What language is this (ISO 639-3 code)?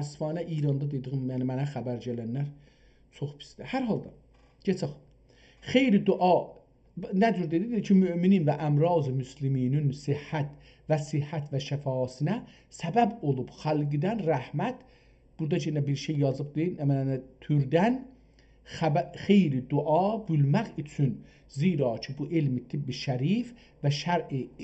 azb